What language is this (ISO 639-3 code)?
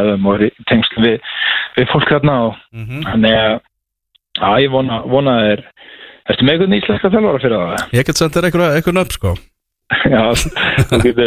isl